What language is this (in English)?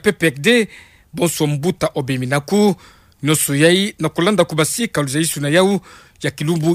Kituba (Democratic Republic of Congo)